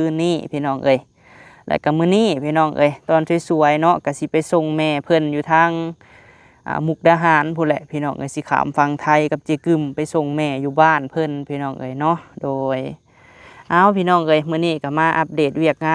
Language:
Lao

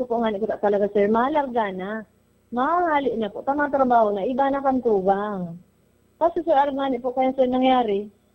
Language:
Bikol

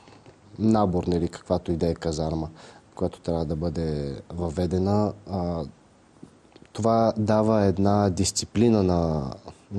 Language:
Bulgarian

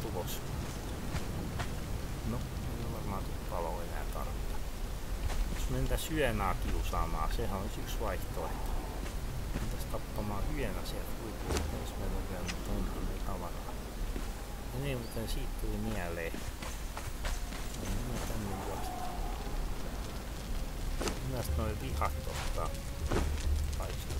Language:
Finnish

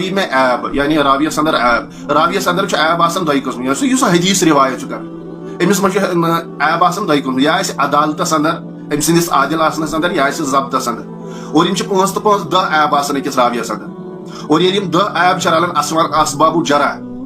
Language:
Kashmiri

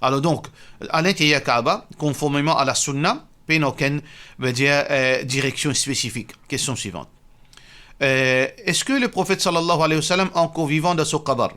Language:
Morisyen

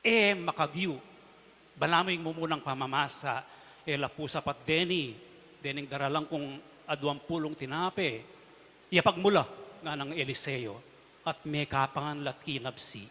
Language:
Pampanga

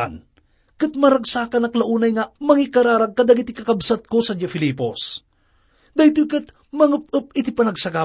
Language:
Iloko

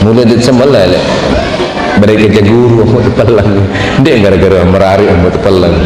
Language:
Sasak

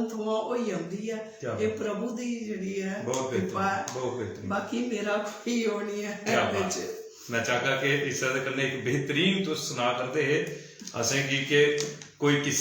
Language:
Dogri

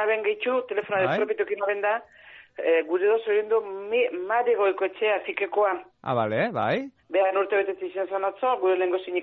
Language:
Basque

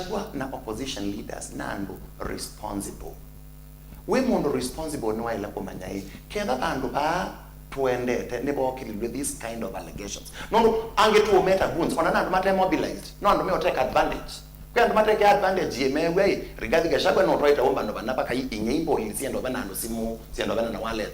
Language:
Kamba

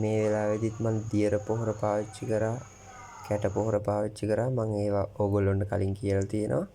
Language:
Sinhala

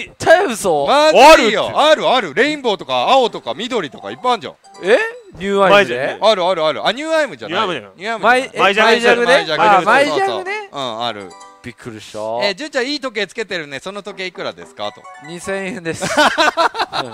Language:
Japanese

